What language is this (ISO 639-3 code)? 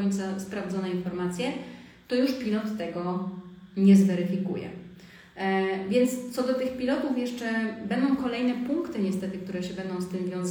pol